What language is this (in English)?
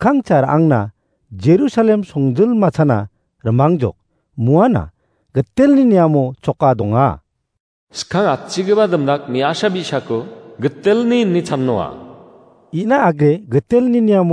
Garo